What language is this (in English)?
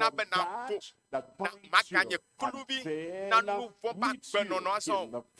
Ewe